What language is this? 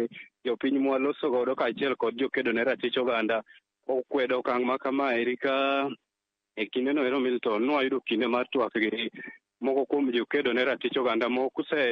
Luo (Kenya and Tanzania)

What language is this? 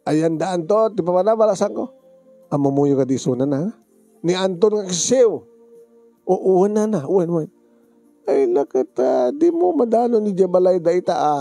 Iloko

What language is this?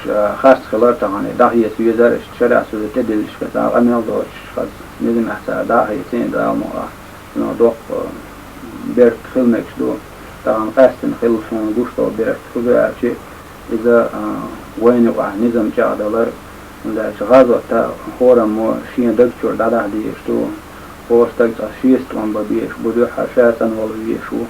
Chechen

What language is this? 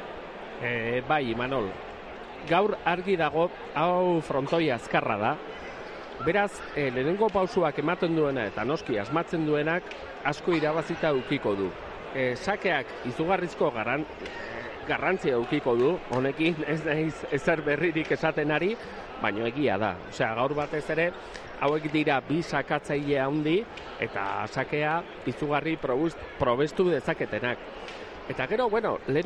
Basque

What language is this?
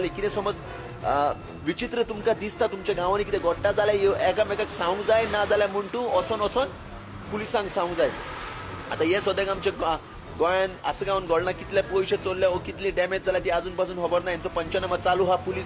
Konkani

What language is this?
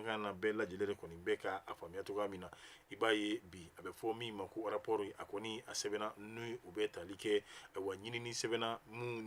Bambara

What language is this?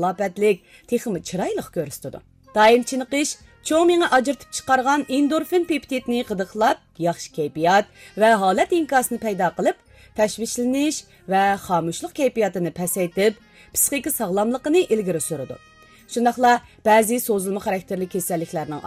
Uyghur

